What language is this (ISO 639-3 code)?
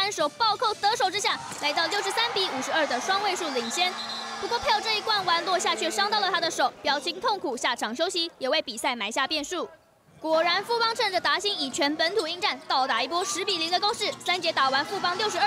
zho